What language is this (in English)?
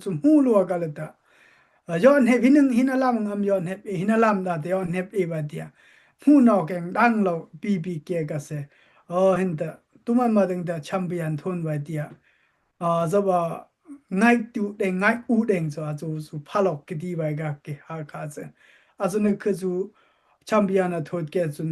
Dimasa